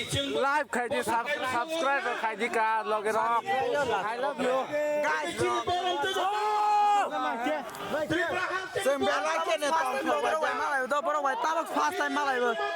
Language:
Kok Borok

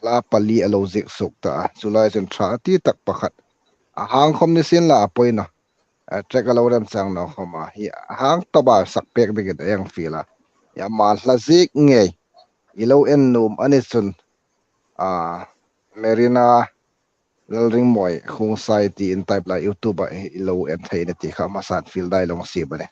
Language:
Hmar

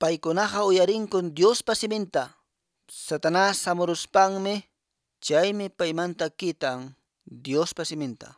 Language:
Quechua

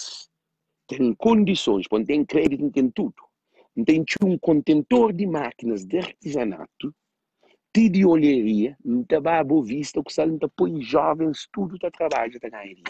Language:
Kabuverdianu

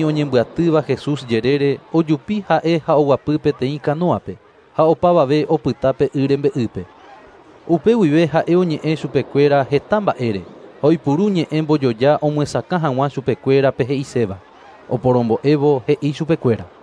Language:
Guarani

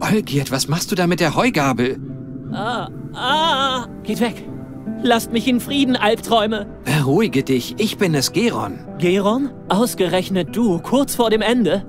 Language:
Bavarian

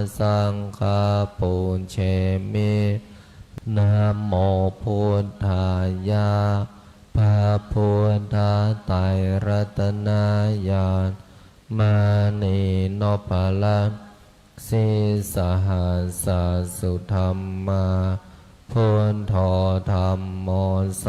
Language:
Pali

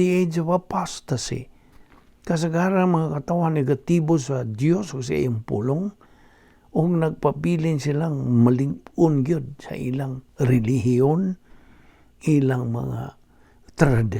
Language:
Cebuano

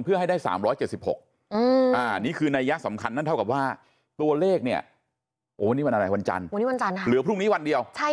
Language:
Thai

